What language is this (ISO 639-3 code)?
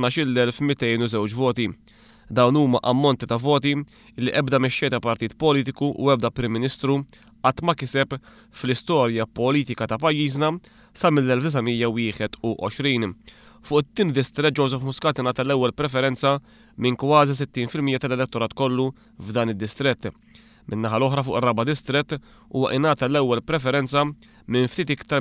mlt